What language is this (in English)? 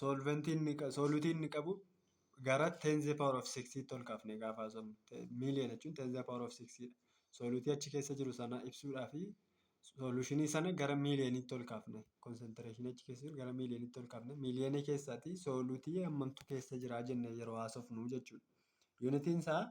Oromo